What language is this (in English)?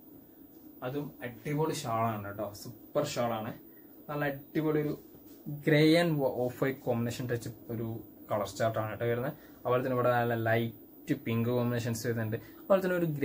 Malayalam